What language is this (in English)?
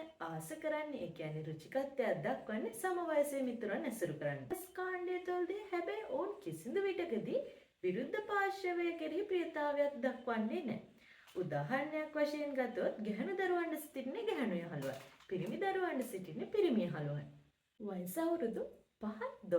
Sinhala